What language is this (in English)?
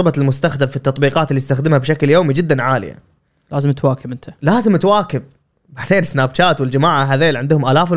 Gulf Arabic